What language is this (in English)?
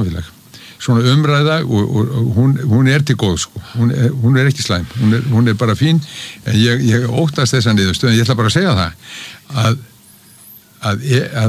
Icelandic